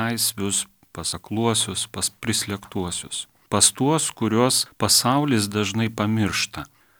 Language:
Lithuanian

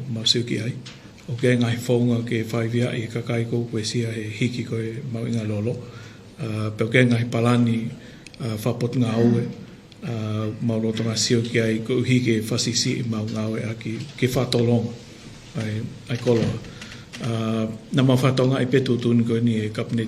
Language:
Tongan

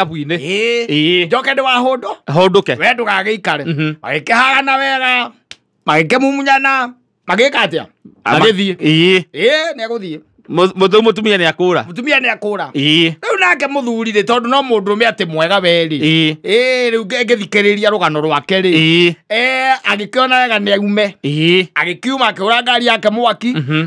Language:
Kikuyu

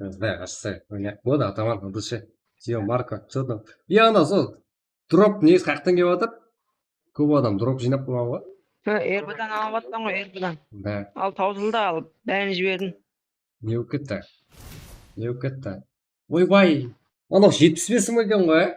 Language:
Kara-Kalpak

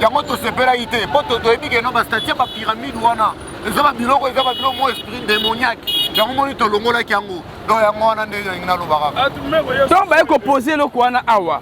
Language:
Lingala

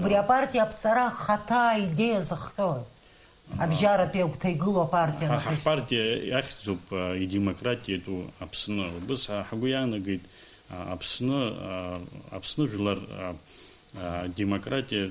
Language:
Abkhazian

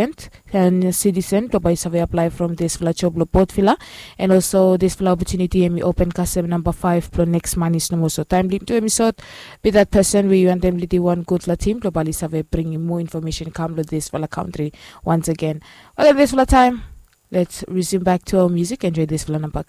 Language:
Bislama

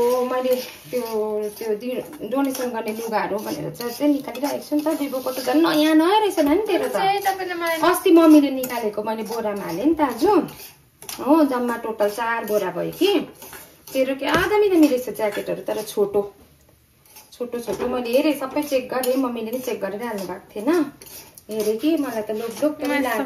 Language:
Nepali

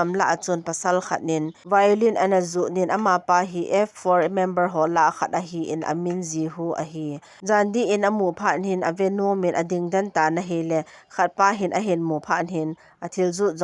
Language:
Thado Chin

